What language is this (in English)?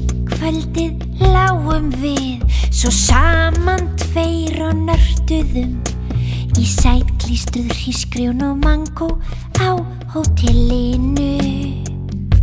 Icelandic